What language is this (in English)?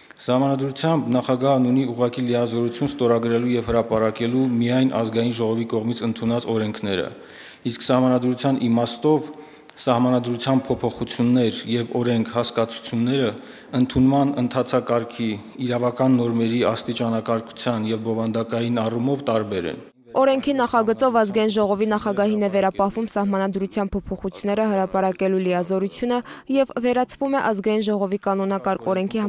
Armenian